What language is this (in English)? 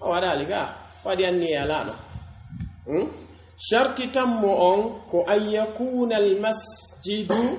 Pular